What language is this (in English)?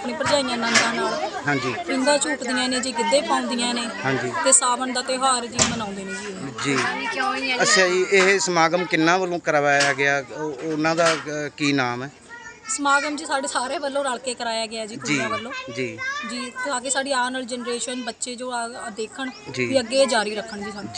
Punjabi